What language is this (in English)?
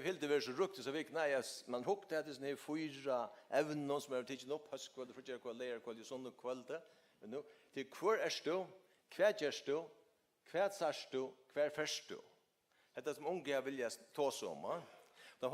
Faroese